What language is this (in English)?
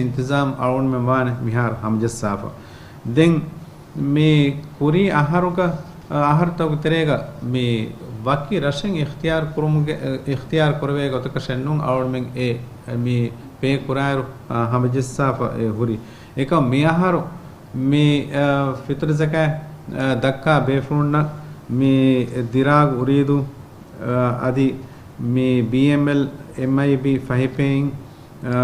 Divehi